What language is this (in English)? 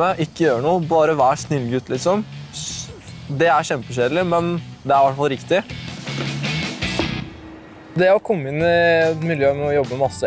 Norwegian